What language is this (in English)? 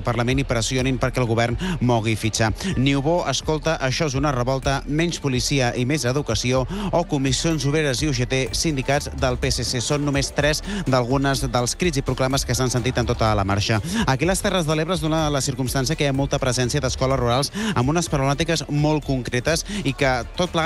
Catalan